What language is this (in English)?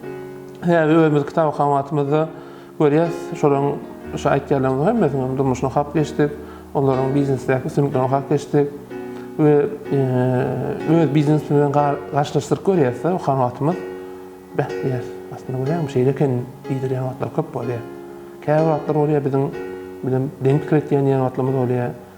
Turkmen